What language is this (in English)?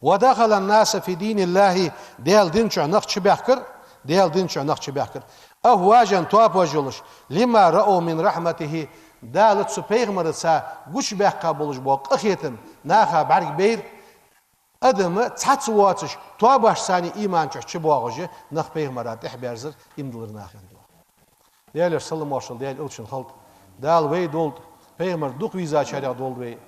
Ingush